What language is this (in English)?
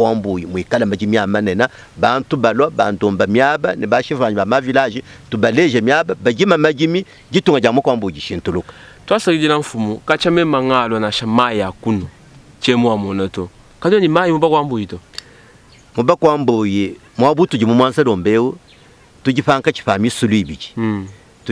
Luba-Lulua